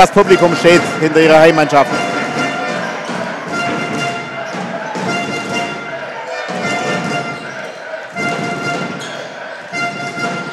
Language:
German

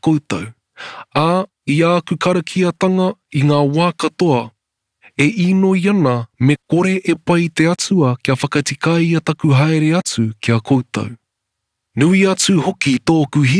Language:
Māori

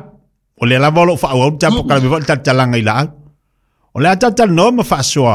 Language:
Samoan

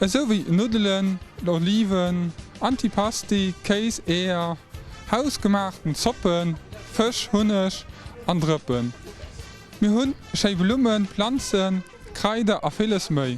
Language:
Luxembourgish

